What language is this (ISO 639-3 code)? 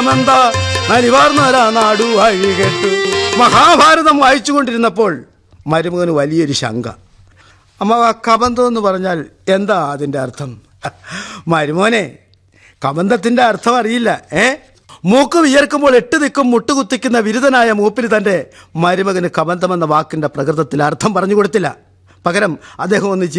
mal